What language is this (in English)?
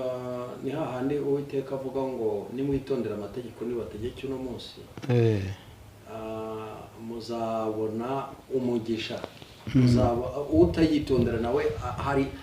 Kinyarwanda